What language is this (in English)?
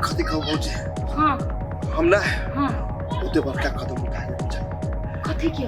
Maithili